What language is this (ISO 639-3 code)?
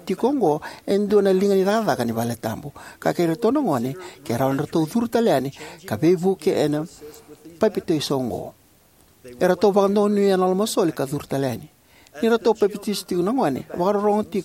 fij